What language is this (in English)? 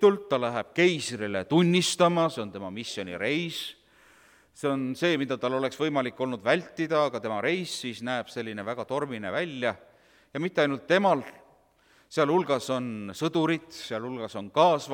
Estonian